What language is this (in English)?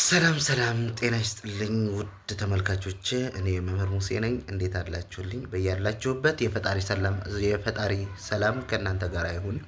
Amharic